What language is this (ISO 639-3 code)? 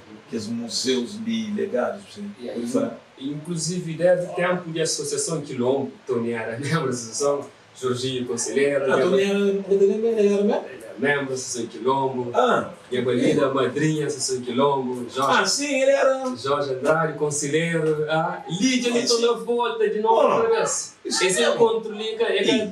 kea